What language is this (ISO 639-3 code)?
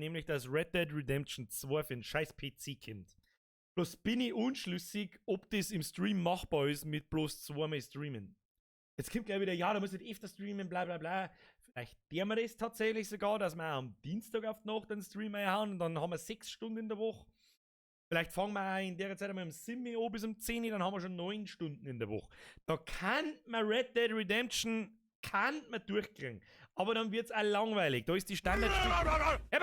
bar